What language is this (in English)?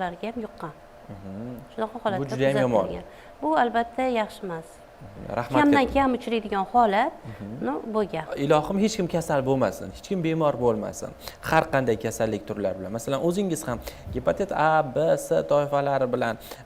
Uzbek